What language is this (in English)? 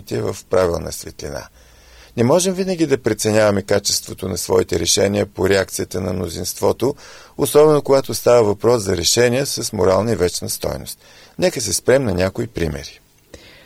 Bulgarian